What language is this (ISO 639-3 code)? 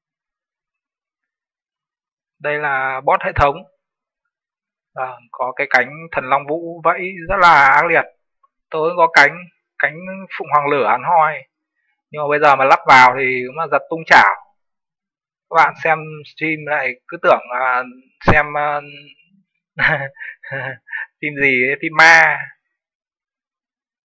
vie